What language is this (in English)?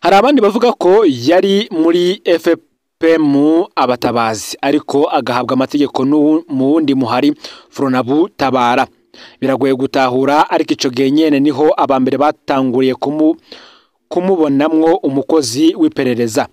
Rundi